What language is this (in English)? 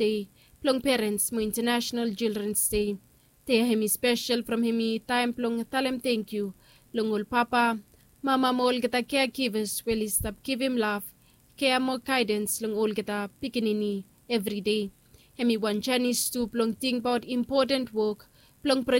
Bislama